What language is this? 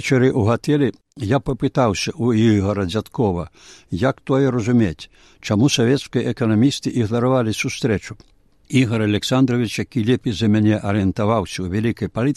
Belarusian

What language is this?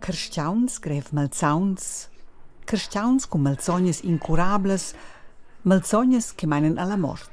Romansh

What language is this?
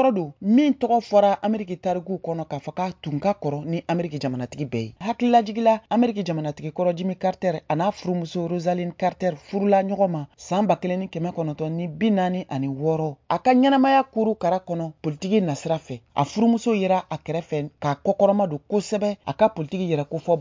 Bambara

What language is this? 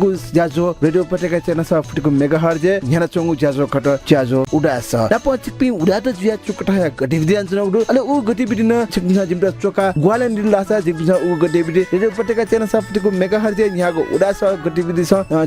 Newari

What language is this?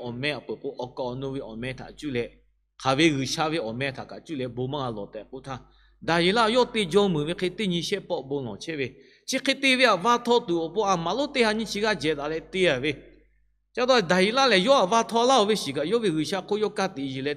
Lahu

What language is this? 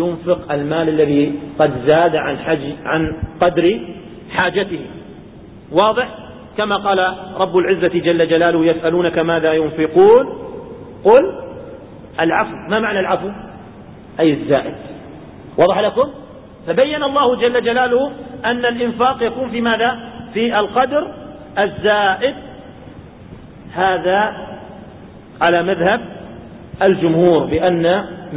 Arabic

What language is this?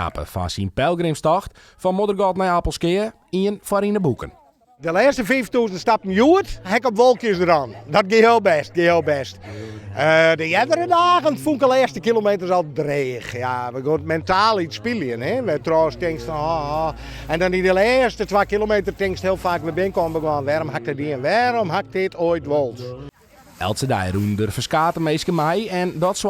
Western Frisian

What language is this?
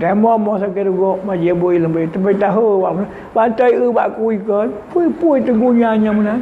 Achinese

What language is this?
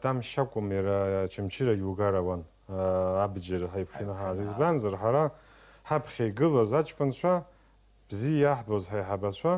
Abkhazian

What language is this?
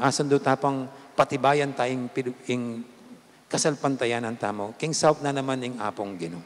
Pampanga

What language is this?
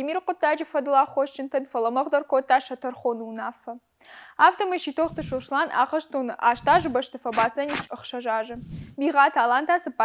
Ossetic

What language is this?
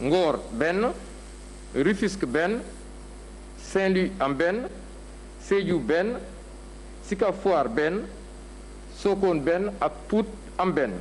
Wolof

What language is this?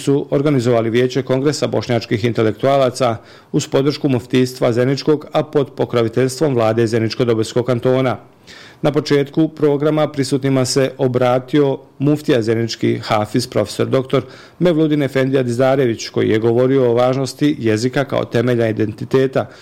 Bosnian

